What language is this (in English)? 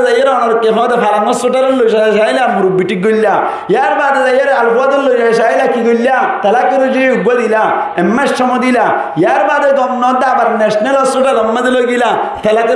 Rohingya